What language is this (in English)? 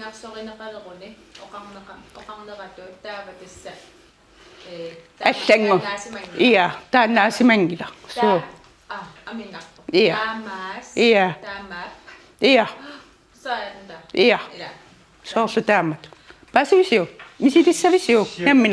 Kalaallisut